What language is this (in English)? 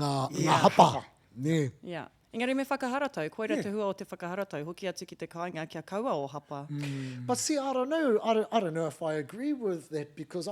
Māori